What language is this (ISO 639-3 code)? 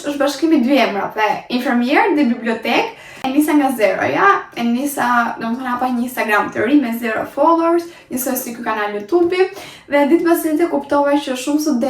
sqi